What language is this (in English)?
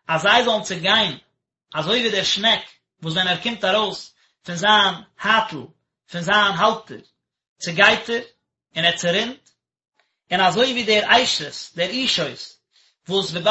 Yiddish